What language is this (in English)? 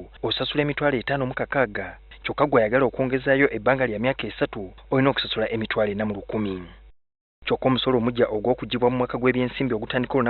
Ganda